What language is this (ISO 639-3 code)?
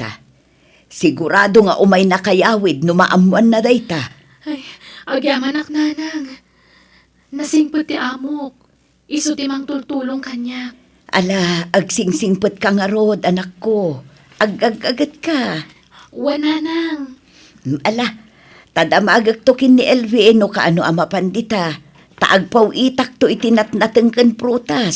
ilo